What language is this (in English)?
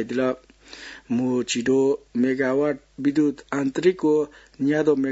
Newari